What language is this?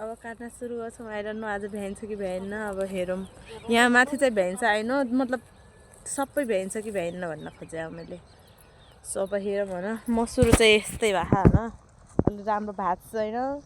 Nepali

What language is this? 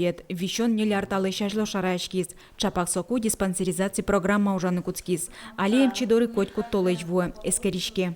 Udmurt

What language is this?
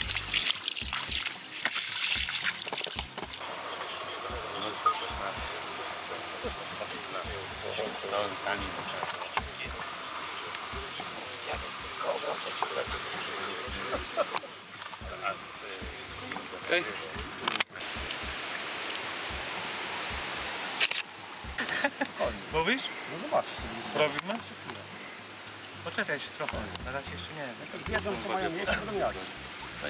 Polish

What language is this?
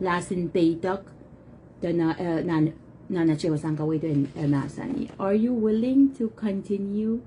Pohnpeian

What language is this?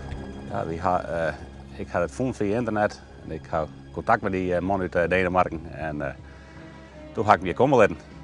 Western Frisian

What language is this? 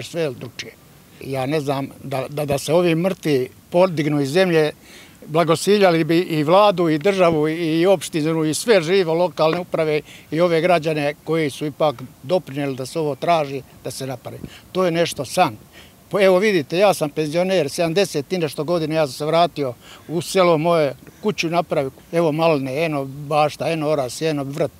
Serbian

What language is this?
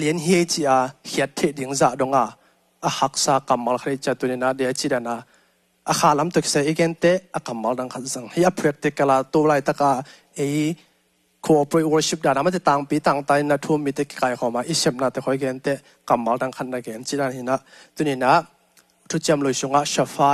Tedim Chin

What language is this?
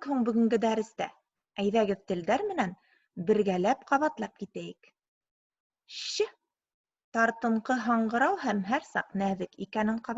Bashkir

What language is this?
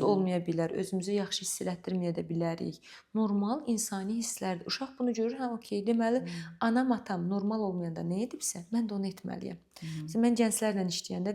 Azerbaijani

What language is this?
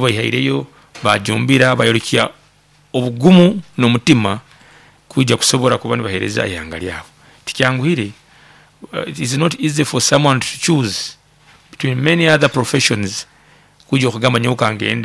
Nyankole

